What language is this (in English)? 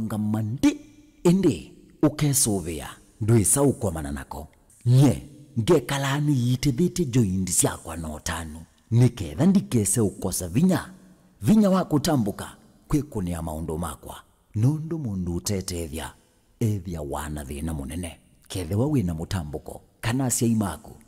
Kamba